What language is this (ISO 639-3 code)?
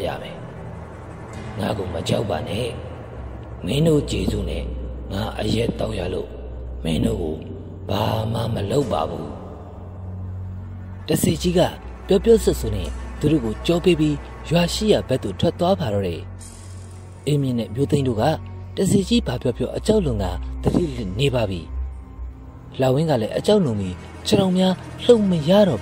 mya